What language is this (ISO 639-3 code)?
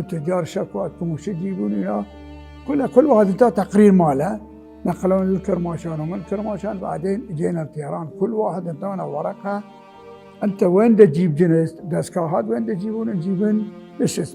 acm